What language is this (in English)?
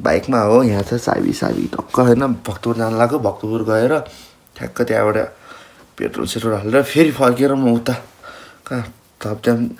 Nepali